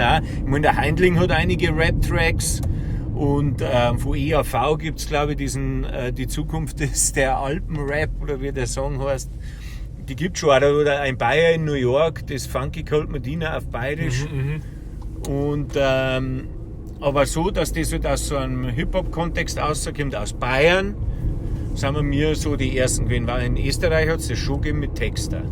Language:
Bavarian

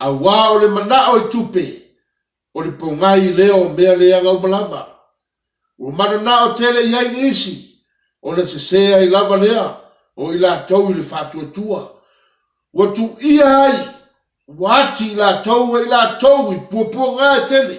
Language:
Samoan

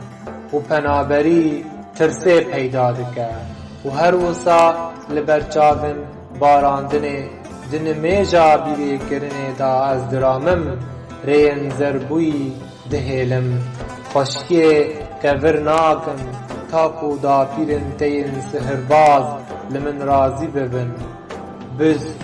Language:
Kurdish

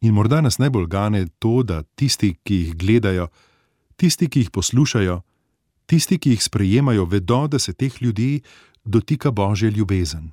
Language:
Slovenian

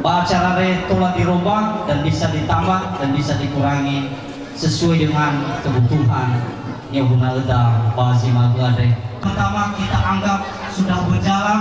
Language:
Nias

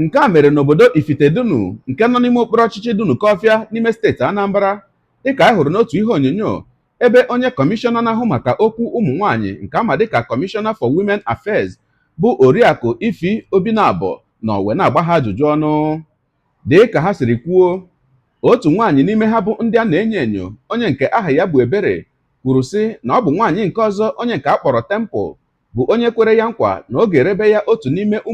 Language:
Igbo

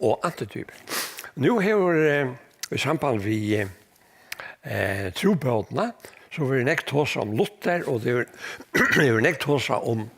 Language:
Faroese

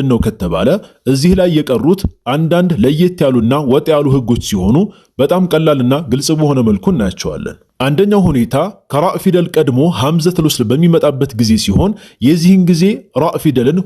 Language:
Amharic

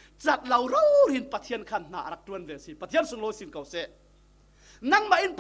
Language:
Falam Chin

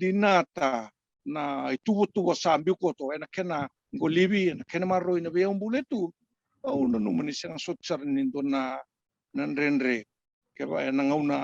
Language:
Fijian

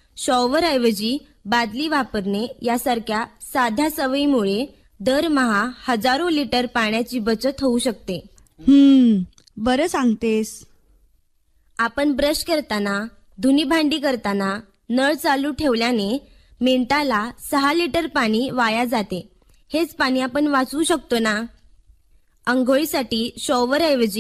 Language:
Marathi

